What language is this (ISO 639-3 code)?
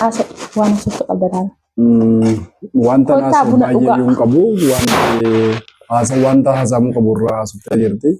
orm